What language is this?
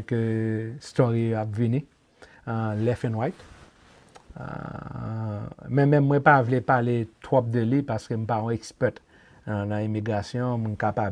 Haitian Creole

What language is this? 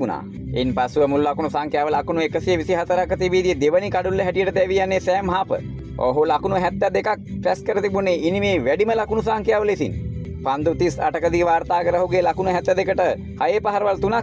Sinhala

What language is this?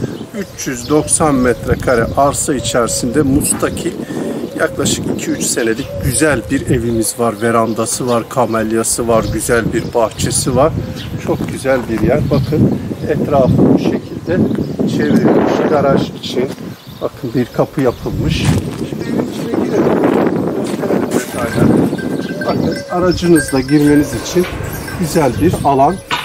Turkish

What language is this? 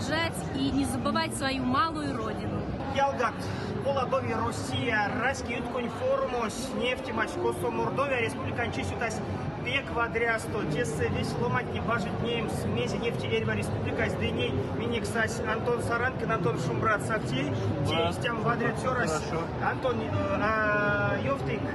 Erzya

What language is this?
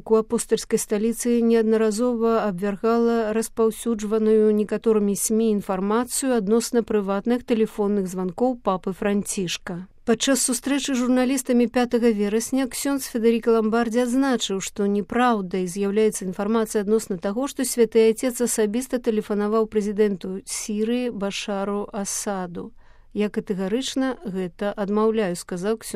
Belarusian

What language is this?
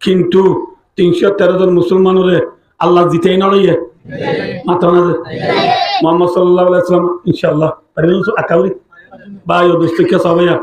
Rohingya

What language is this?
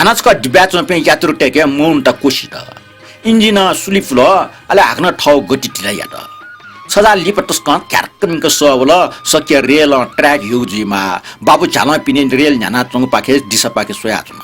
Newari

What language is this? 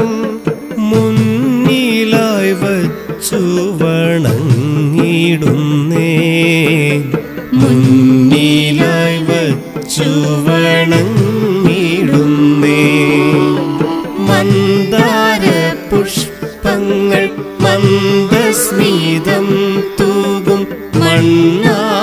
Malayalam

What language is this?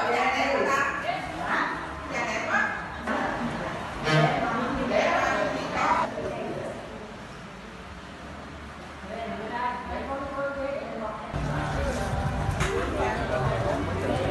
Vietnamese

